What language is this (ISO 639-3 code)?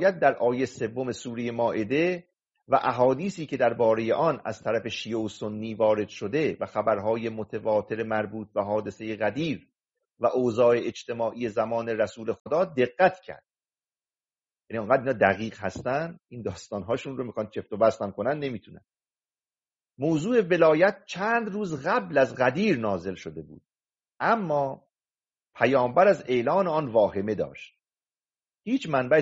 fas